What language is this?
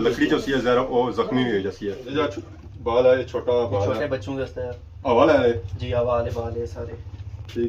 Pahari-Potwari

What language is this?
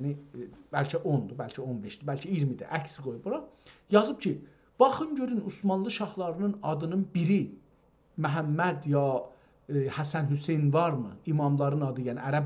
South Azerbaijani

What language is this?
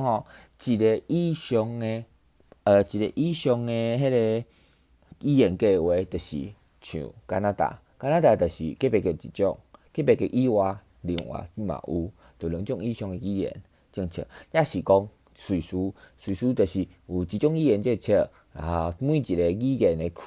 Min Nan Chinese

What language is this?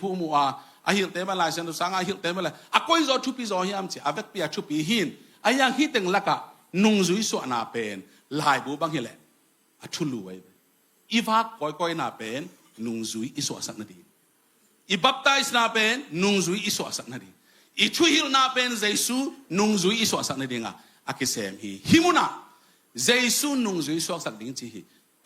Tedim Chin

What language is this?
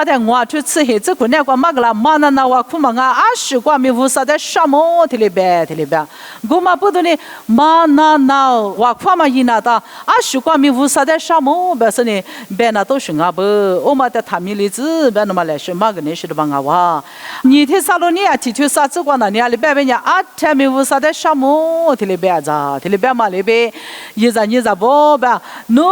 Lisu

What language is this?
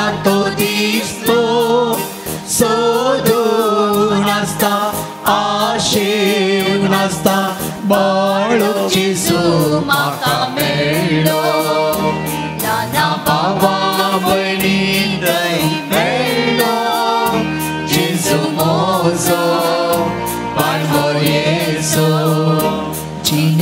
Konkani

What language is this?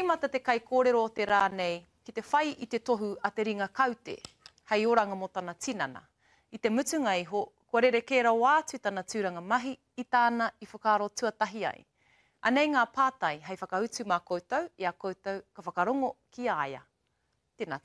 Māori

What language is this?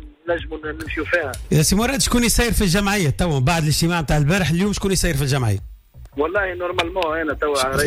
Tunisian Arabic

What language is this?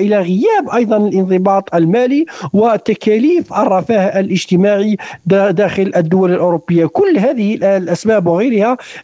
Arabic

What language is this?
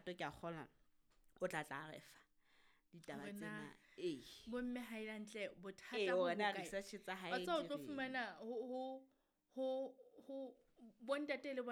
Southern Sotho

